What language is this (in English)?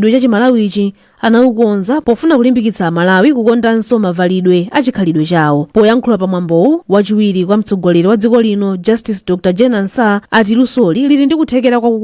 Nyanja